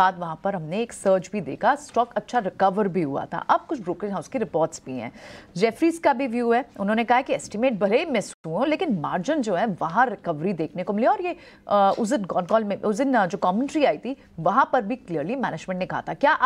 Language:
Hindi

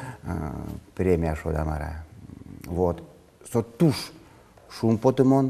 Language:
Udmurt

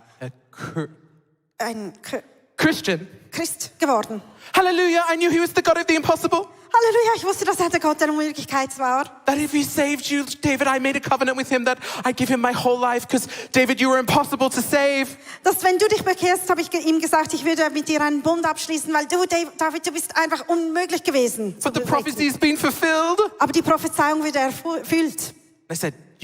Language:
Swiss German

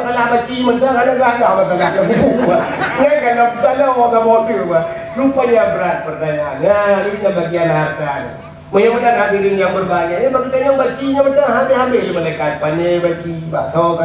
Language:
Achinese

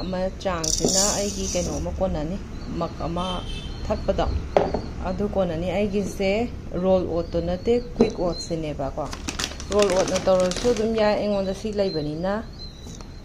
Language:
Manipuri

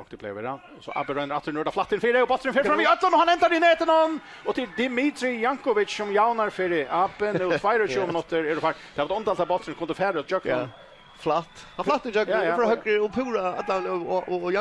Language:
Faroese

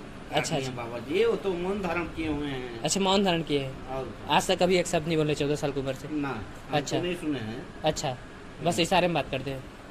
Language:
Chhattisgarhi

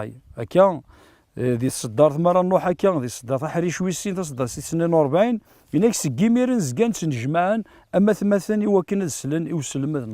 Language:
Kabyle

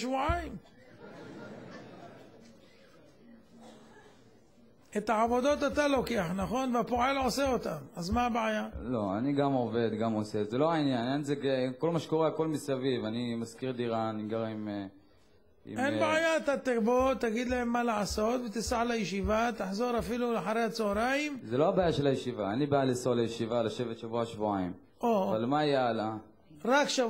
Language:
Hebrew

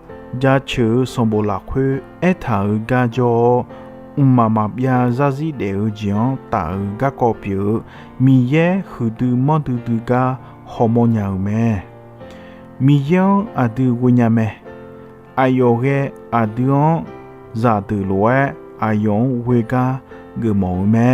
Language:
Akha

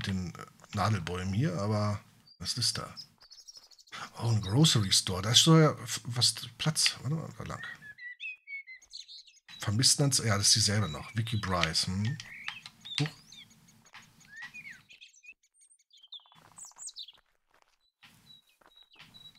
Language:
German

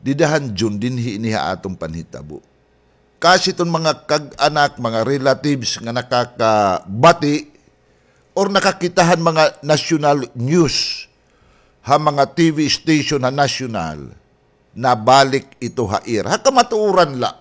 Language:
Waray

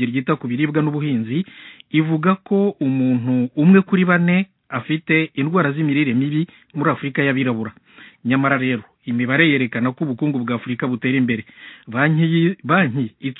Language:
Kinyarwanda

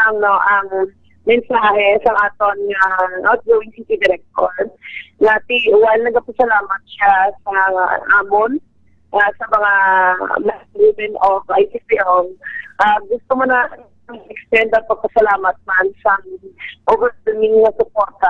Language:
Hiligaynon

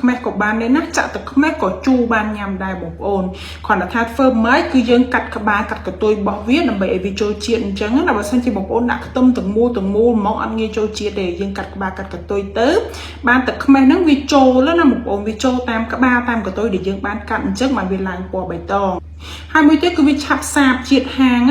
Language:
Khmer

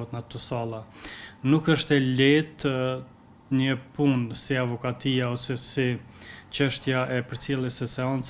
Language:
Albanian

